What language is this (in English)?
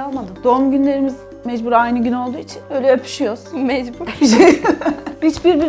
Turkish